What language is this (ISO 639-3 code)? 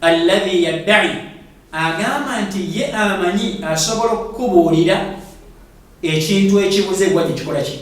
lug